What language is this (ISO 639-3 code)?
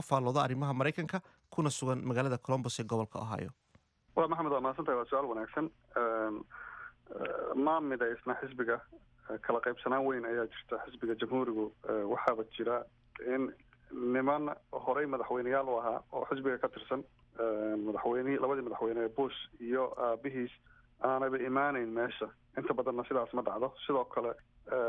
som